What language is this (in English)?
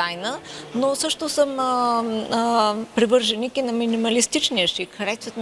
Bulgarian